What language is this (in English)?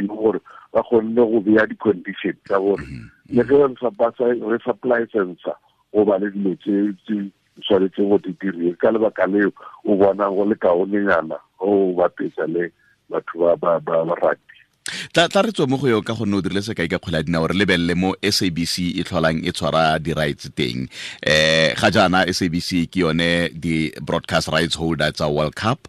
Tswana